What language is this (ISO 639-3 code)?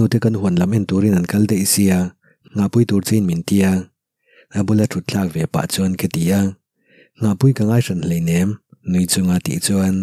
lus